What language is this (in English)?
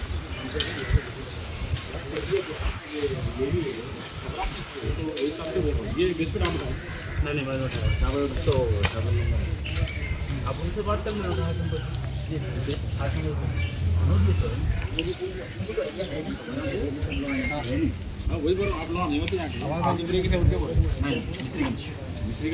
Hindi